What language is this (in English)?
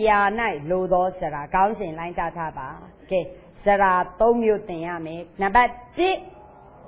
Burmese